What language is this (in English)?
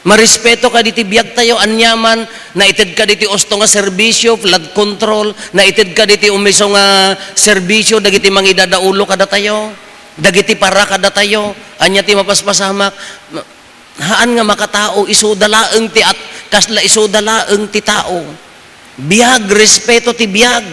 Iloko